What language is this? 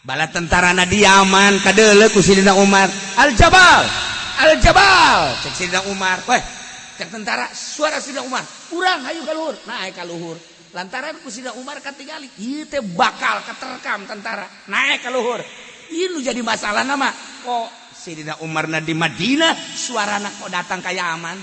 Sundanese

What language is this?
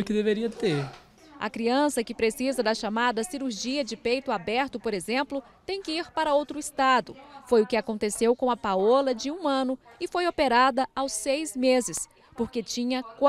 Portuguese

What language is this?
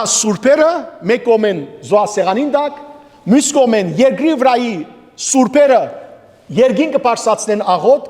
Western Armenian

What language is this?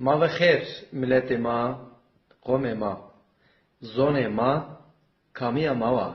Zaza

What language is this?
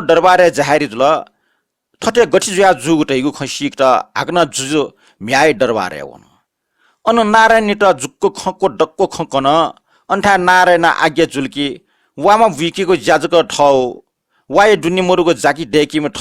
Newari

